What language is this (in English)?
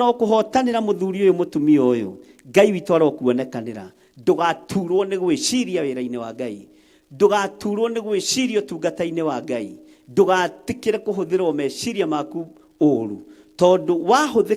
Kikuyu